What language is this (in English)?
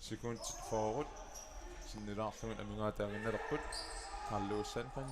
Kalaallisut